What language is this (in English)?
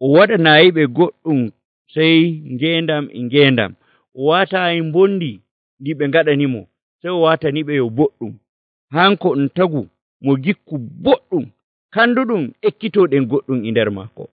Nigerian Fulfulde